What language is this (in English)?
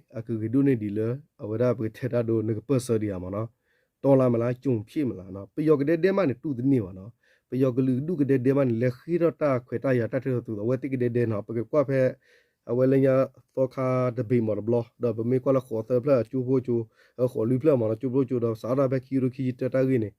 S'gaw Karen